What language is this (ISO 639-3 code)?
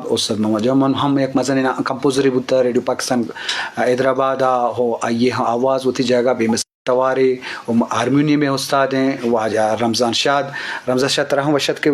bgp